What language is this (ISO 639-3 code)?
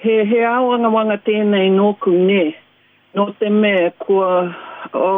mri